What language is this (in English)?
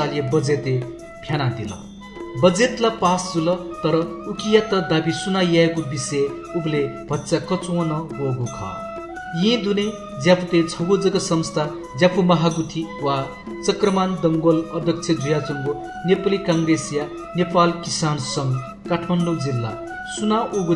Newari